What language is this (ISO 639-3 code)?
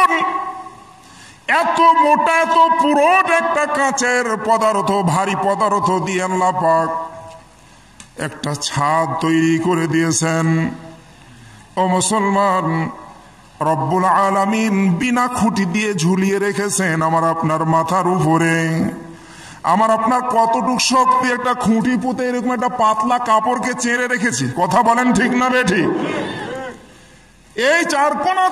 ben